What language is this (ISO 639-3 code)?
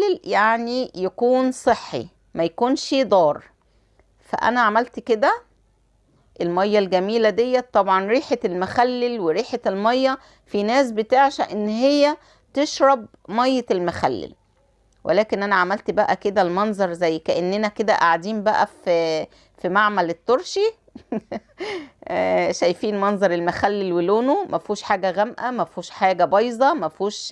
arz